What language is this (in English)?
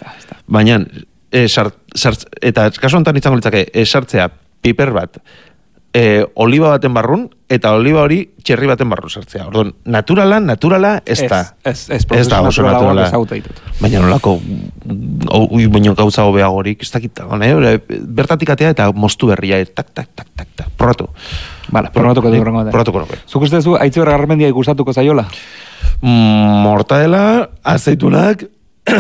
Basque